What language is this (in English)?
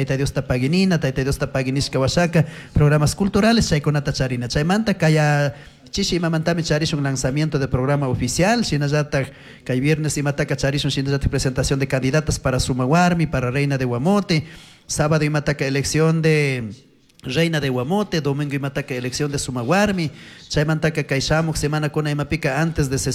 Chimborazo Highland Quichua